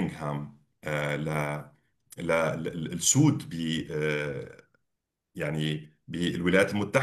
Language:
North Levantine Arabic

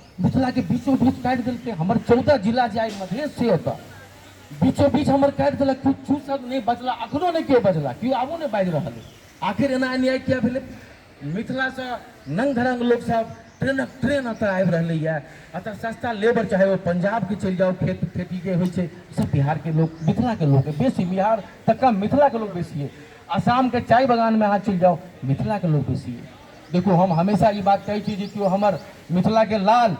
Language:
Maithili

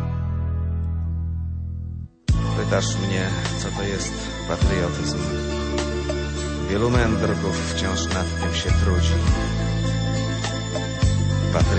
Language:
Polish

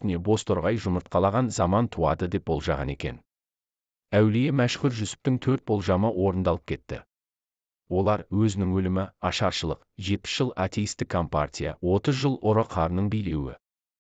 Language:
Kazakh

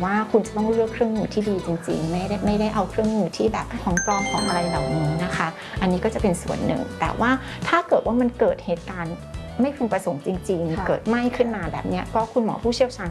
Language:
Thai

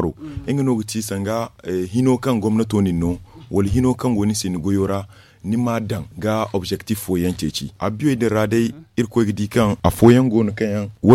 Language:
Zarma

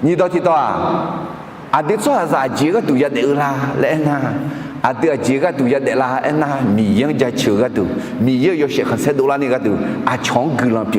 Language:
Akha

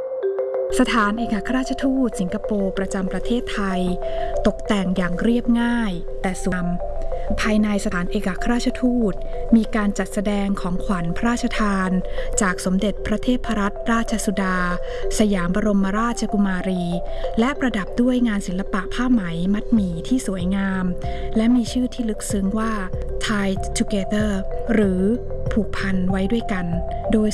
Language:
Thai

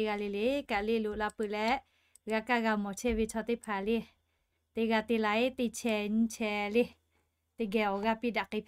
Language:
Lahu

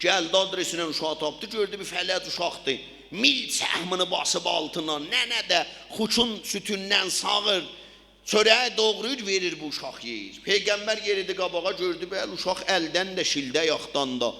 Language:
South Azerbaijani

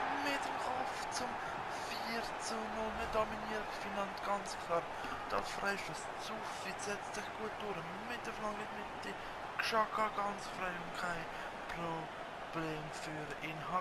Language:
Swiss German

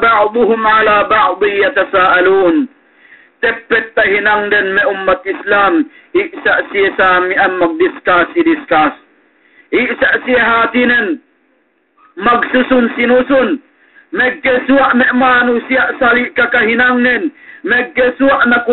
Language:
Yakan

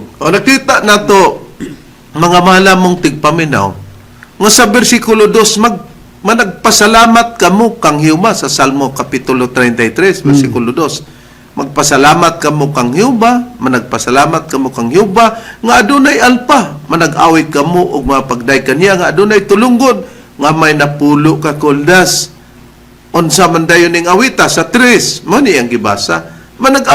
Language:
Cebuano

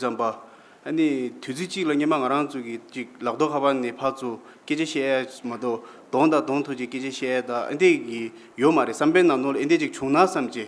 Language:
Tibetan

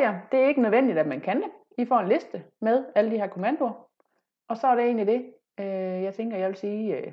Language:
Danish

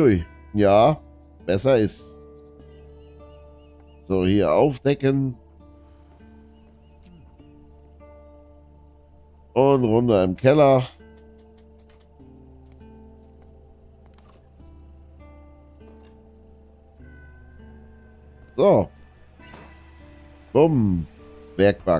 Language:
German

